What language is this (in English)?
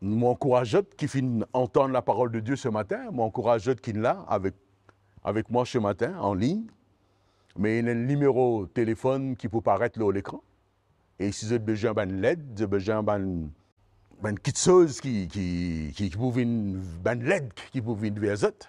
Morisyen